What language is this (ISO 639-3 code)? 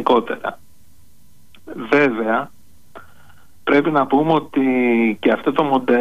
ell